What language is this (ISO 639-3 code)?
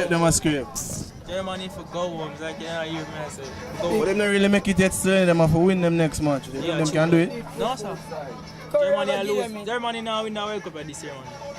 jam